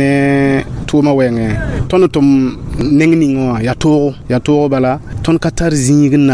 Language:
Mossi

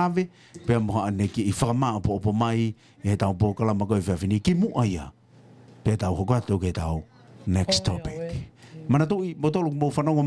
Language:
Tongan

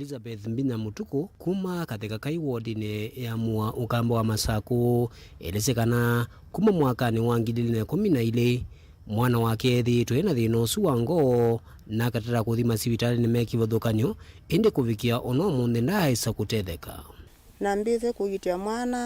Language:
Kamba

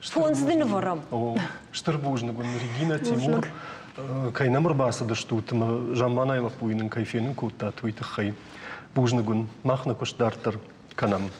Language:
Ossetic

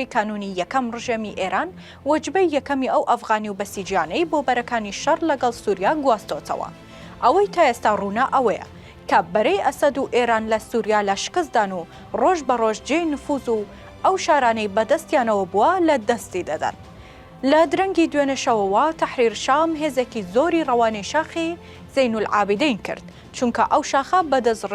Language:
Central Kurdish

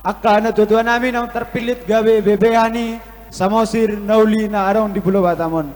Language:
Batak Toba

